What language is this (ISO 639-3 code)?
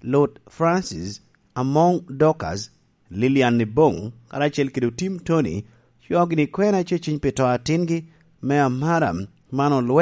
laj